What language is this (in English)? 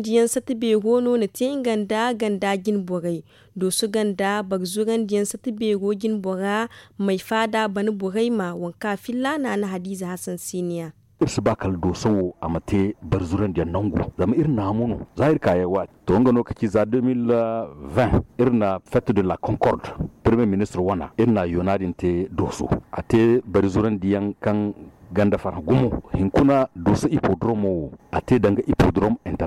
Zarma